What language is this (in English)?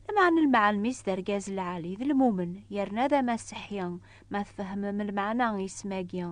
Kabyle